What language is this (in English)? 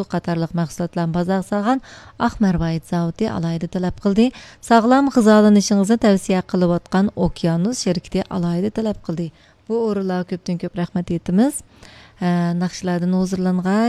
Uyghur